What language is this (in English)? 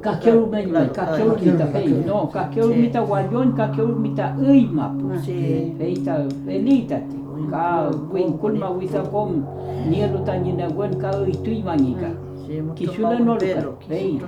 Mapuche